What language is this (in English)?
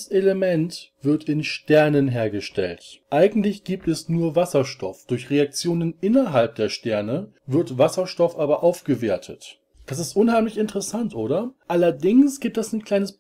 German